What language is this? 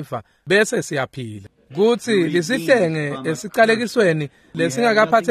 Swati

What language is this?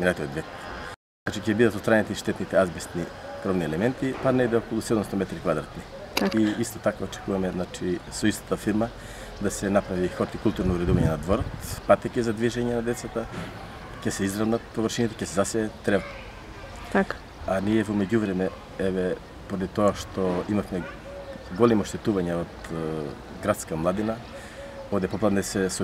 Macedonian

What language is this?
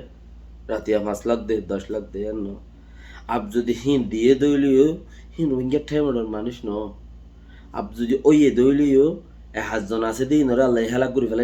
Rohingya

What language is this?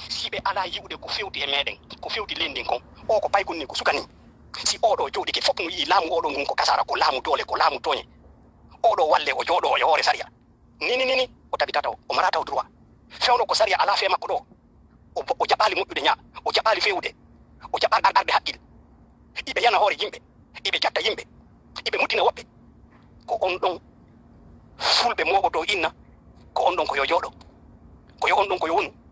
Fula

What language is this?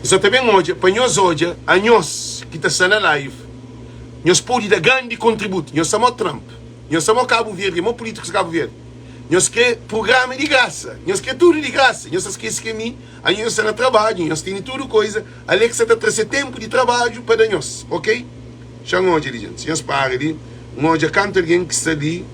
Kabuverdianu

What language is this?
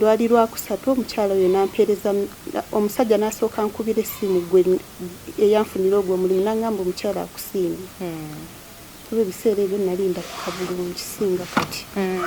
Ganda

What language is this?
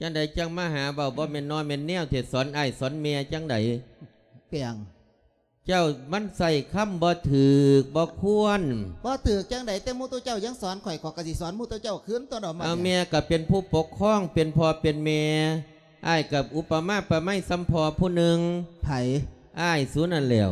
Lao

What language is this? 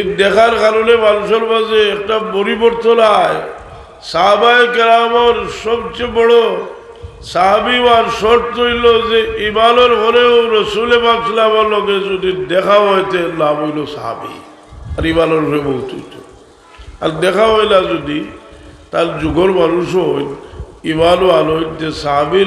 Sylheti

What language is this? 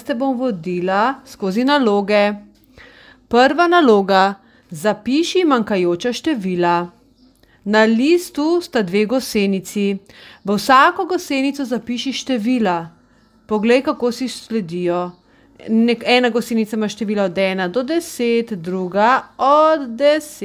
Slovenian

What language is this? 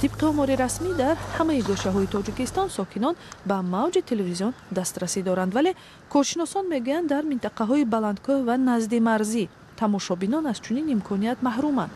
Tajik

